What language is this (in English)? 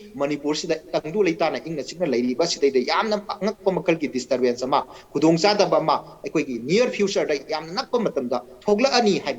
Manipuri